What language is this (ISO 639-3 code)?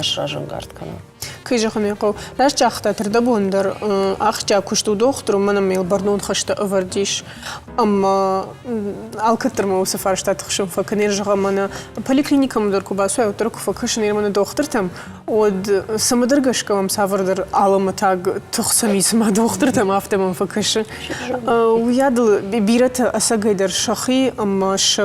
oss